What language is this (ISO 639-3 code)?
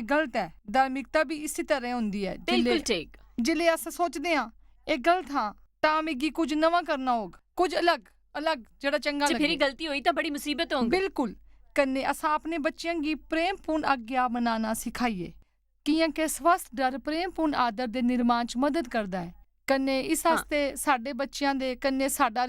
doi